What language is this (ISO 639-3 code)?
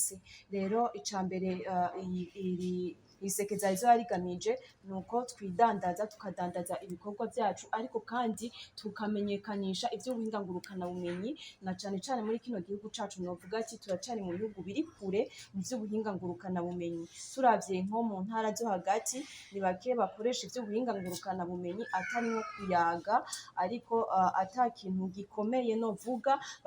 run